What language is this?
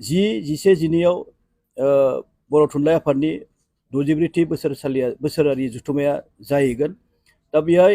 Bodo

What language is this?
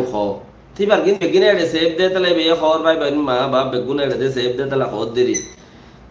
Rohingya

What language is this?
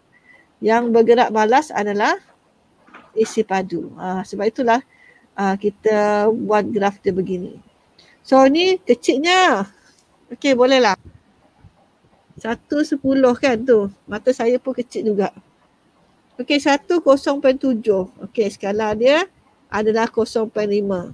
Malay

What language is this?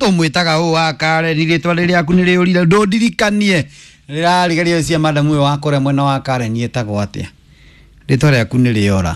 Kikuyu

